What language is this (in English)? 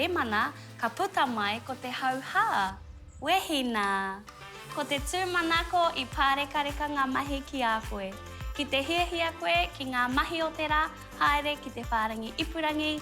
Māori